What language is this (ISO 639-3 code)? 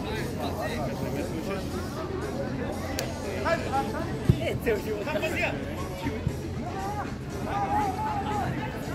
bul